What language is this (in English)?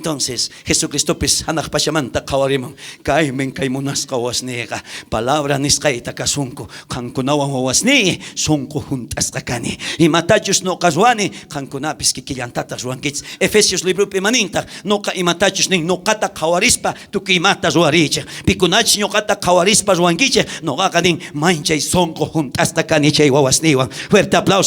South Bolivian Quechua